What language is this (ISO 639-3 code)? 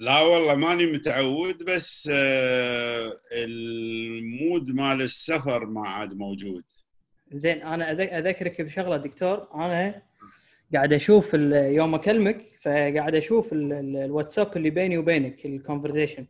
afb